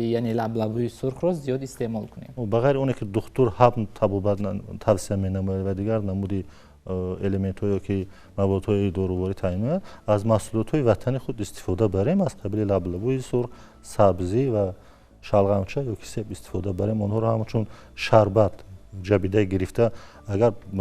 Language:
Tajik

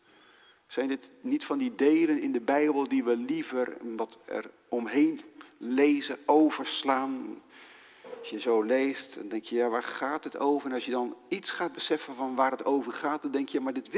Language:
Dutch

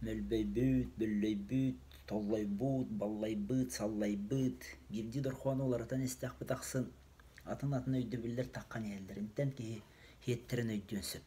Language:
Yakut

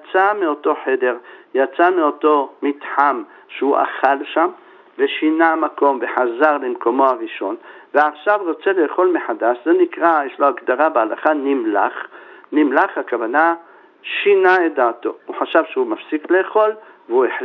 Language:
Hebrew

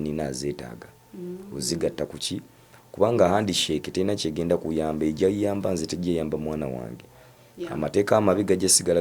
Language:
Ganda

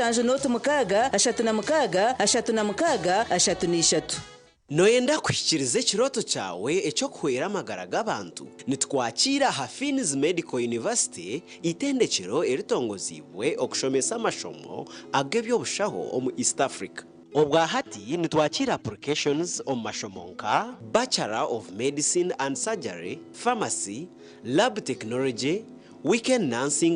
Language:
Nyankole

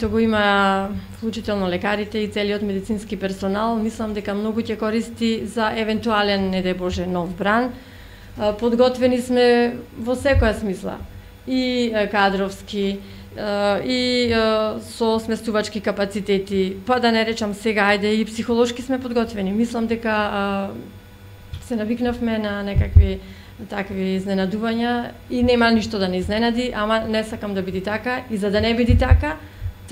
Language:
Macedonian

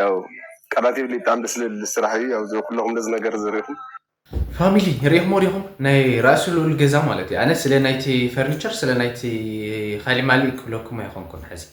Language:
Tigrinya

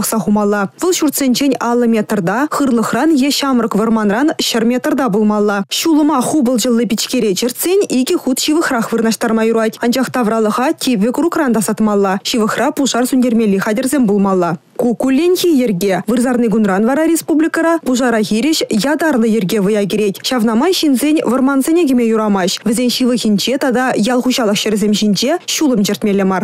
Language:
Chuvash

